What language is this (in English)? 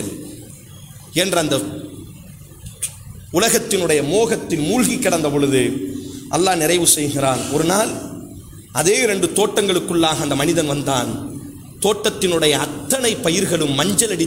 Tamil